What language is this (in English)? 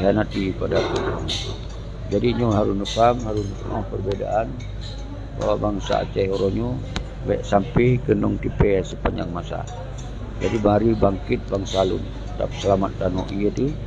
Achinese